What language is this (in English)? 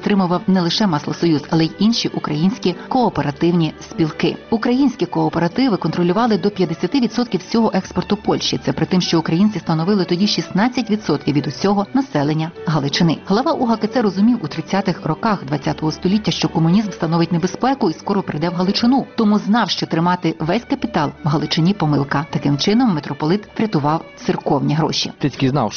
Ukrainian